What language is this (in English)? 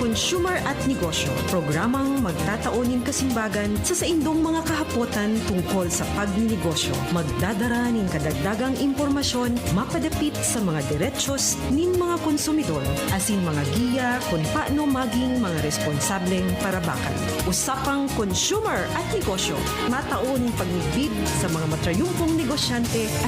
Bikol